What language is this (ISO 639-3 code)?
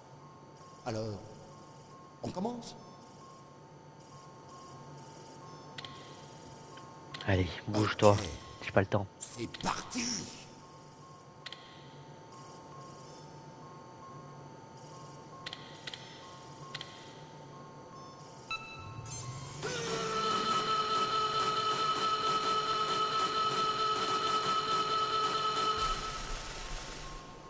fra